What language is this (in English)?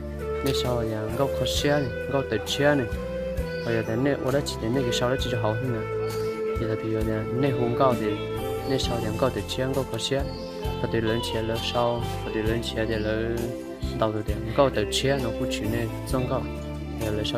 Hmong